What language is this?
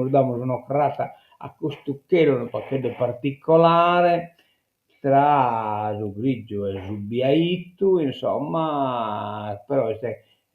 Sardinian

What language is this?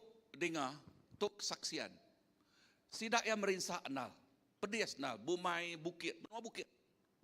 Iban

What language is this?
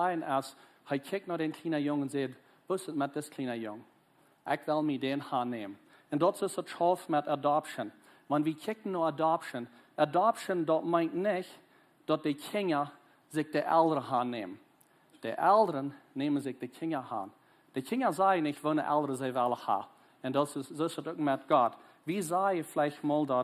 Plautdietsch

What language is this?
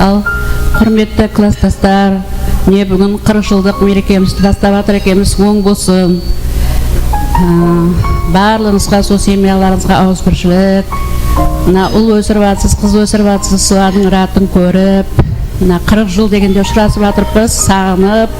Kara-Kalpak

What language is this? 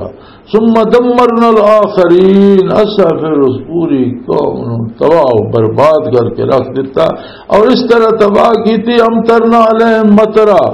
Western Panjabi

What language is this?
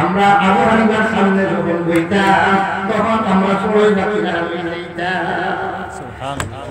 Sylheti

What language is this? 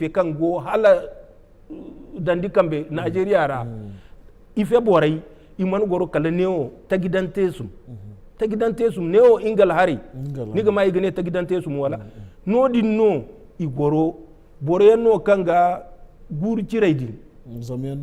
Zarma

